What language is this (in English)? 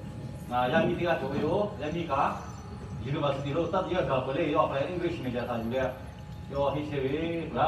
Lahu